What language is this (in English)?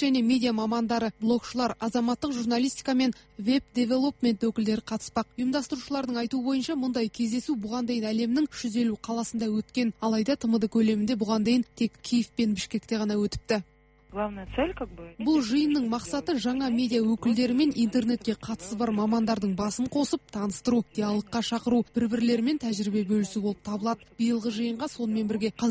Kazakh